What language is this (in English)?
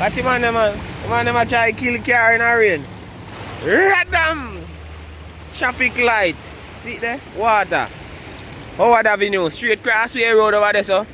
Jamaican Creole English